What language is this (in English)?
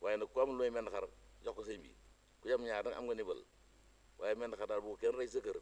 Wolof